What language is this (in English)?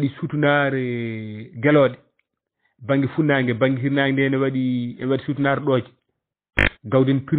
Fula